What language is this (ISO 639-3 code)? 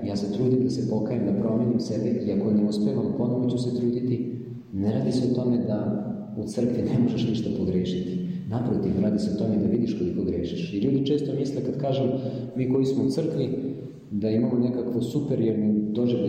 srp